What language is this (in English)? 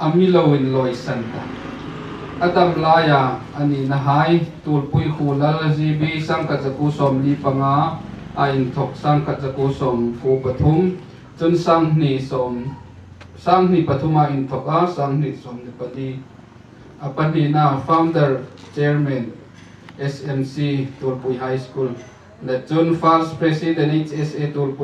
Hmar